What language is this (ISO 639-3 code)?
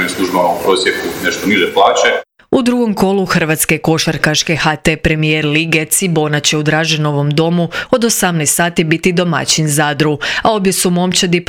hrv